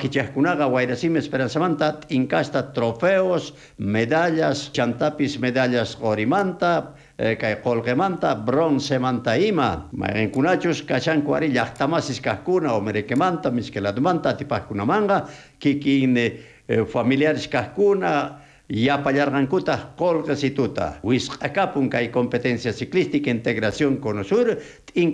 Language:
South Bolivian Quechua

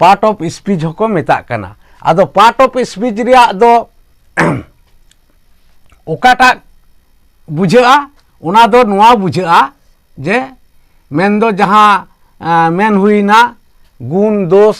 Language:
Santali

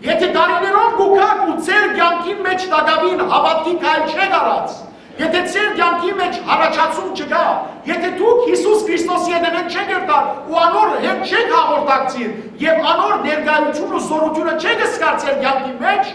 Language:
Western Armenian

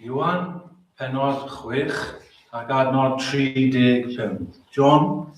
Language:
Welsh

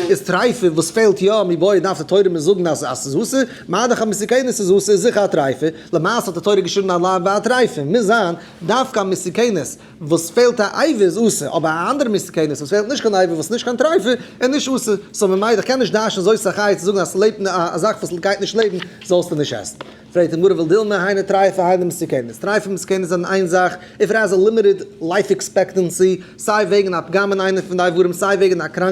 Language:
Yiddish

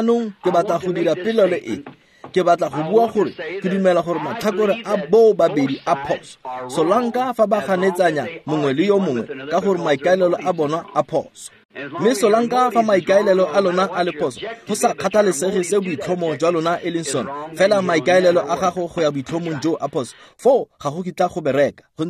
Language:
Tswana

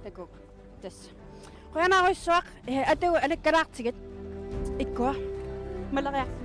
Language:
Kalaallisut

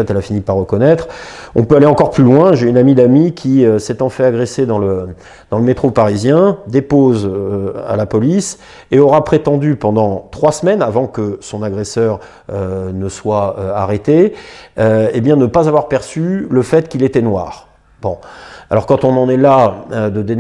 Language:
French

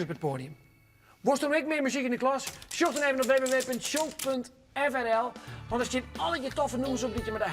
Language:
Western Frisian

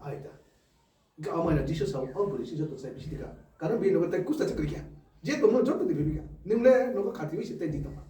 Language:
Kok Borok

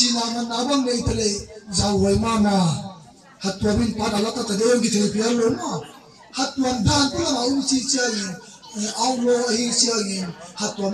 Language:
Tedim Chin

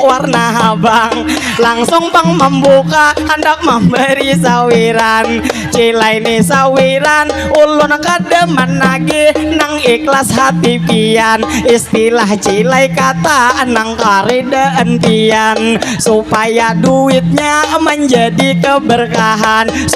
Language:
Banjar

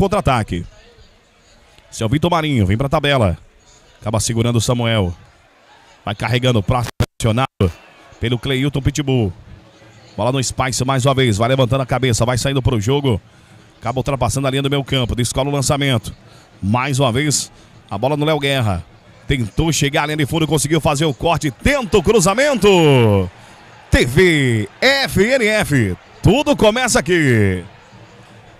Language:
Portuguese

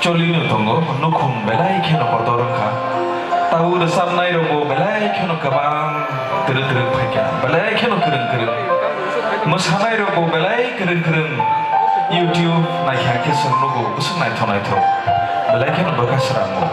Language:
Kok Borok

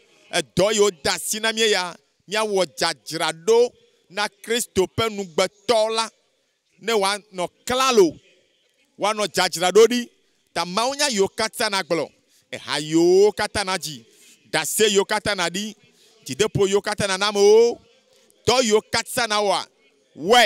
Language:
Ewe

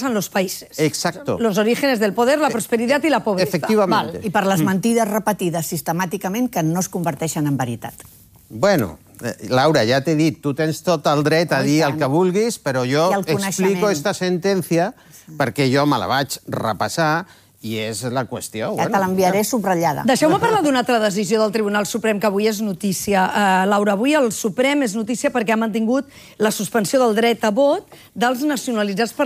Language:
Catalan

